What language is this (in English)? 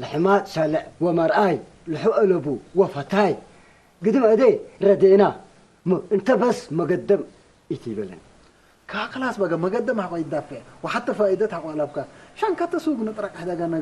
Tigre